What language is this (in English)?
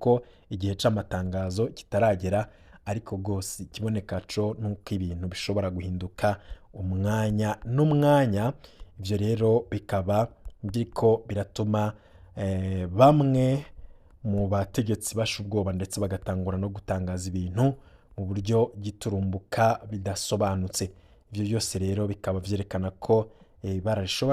Rundi